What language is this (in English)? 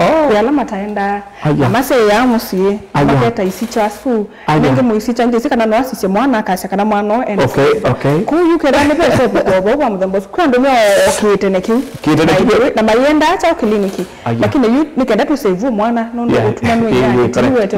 Kamba